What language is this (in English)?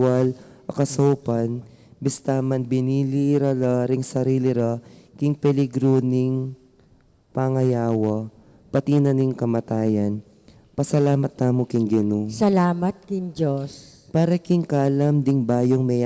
Pampanga